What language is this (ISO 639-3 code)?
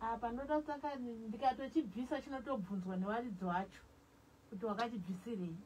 sna